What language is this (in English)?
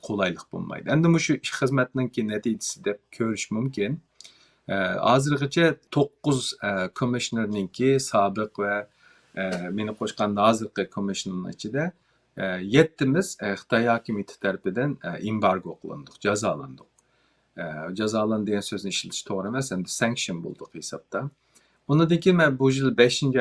Uyghur